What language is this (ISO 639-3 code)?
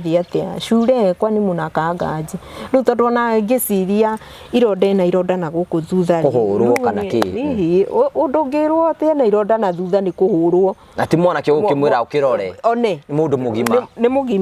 kik